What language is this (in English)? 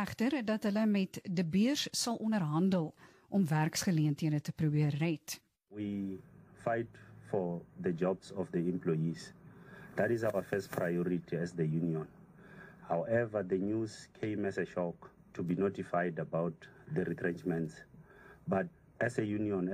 Afrikaans